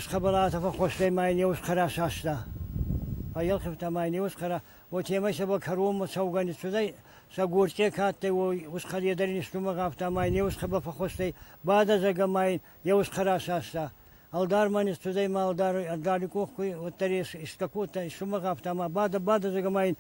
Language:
Ossetic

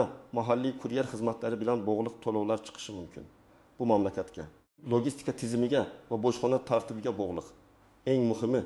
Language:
Uzbek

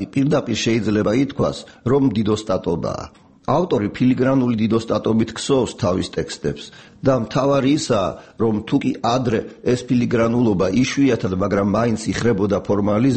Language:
Georgian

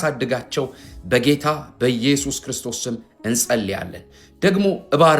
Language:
Amharic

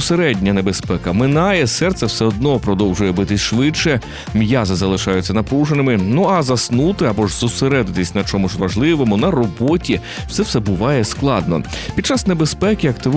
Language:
Ukrainian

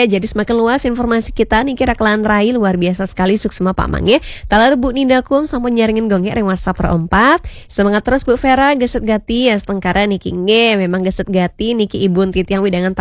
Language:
Balinese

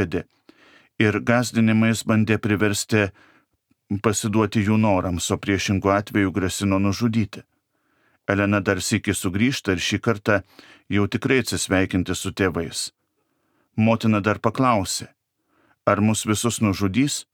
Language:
Lithuanian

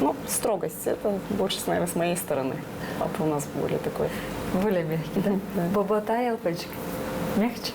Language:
Gagauz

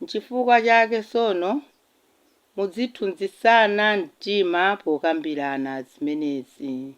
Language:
Nyanja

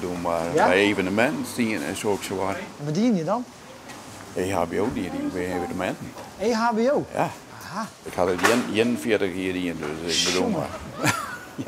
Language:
Western Frisian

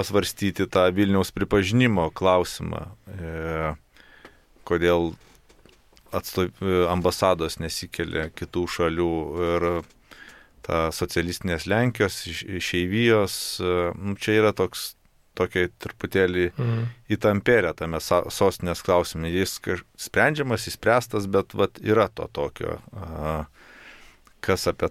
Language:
Lithuanian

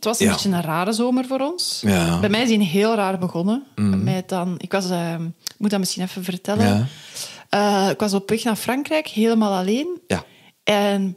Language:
Dutch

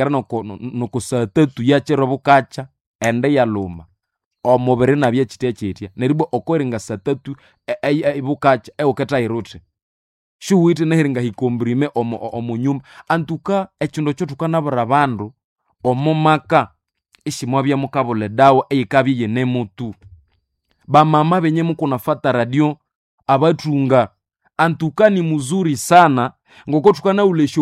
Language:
Nande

